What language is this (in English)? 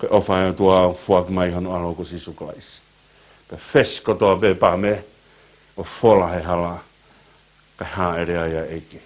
Tongan